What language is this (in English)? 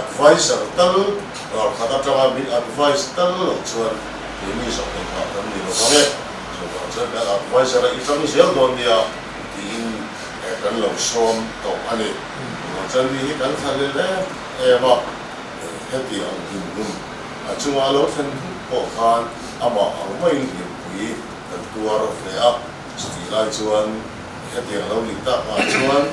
Mizo